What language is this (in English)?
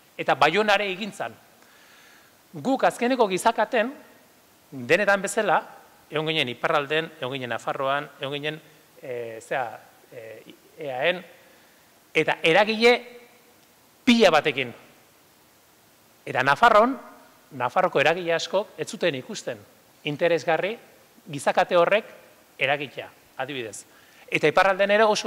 Basque